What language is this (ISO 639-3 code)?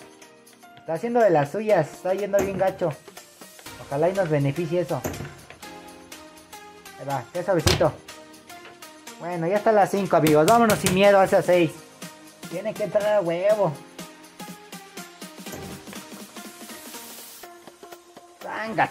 spa